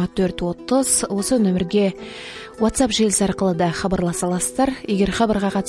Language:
Kazakh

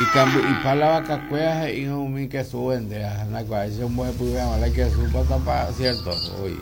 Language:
Guarani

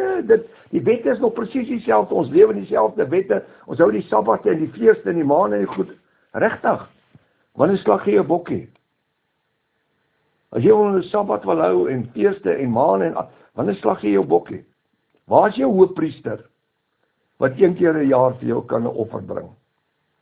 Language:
Afrikaans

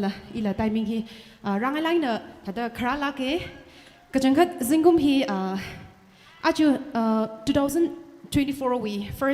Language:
Tangkhul Naga (India)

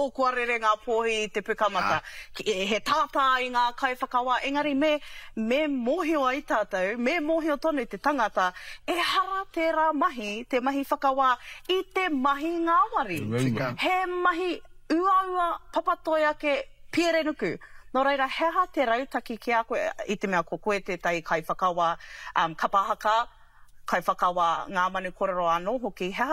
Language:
Māori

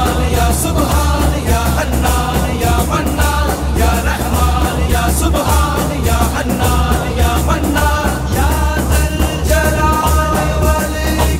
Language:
Hindi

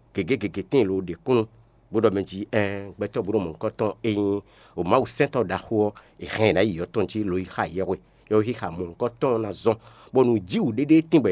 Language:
Fon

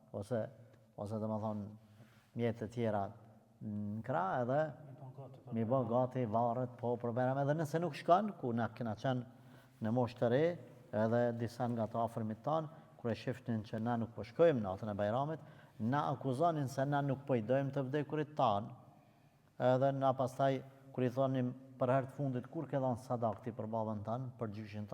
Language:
Albanian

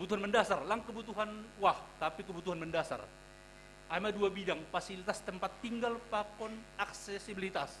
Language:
Batak Simalungun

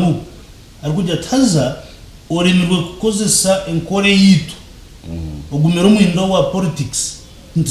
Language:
Nyankole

